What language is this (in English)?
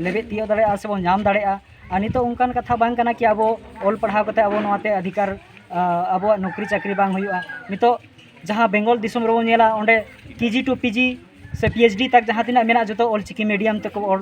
Santali